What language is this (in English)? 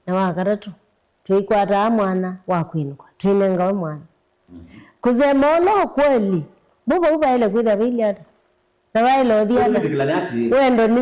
Kamba